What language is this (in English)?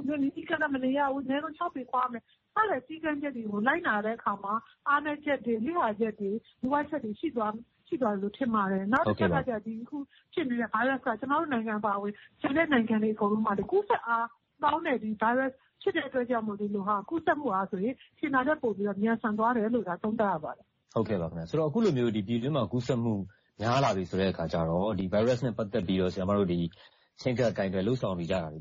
Burmese